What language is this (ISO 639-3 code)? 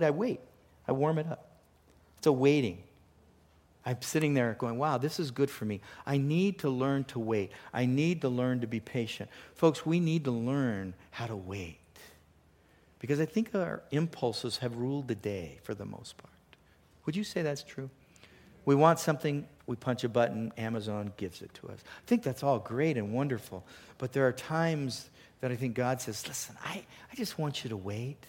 eng